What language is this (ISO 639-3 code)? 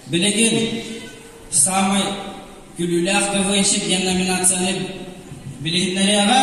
sah